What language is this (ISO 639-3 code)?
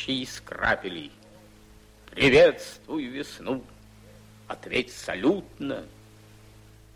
rus